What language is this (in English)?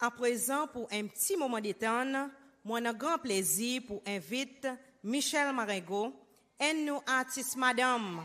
Seselwa Creole French